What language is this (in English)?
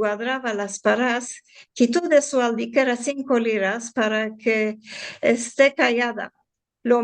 Ladino